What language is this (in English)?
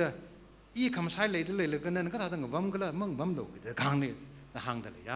Tangkhul Naga (India)